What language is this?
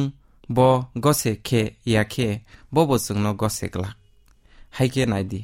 Kok Borok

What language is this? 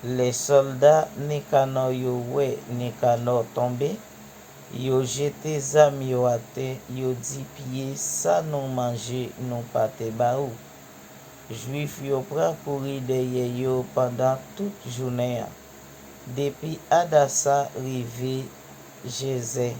Haitian Creole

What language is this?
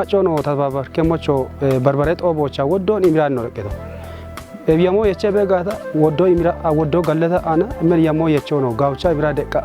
Kafa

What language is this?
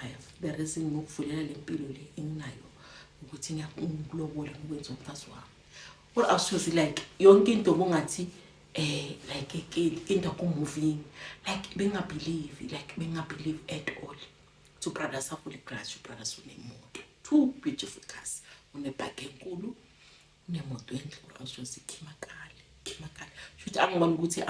Zulu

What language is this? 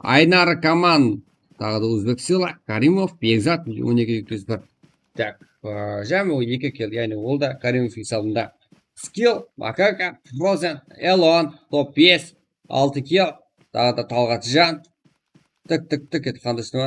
Kara-Kalpak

